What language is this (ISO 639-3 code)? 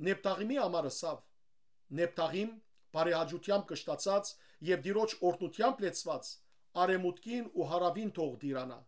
hyw